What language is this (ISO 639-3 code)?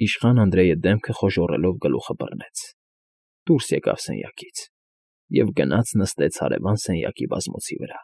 hye